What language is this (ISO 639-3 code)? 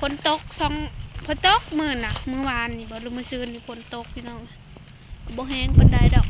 lao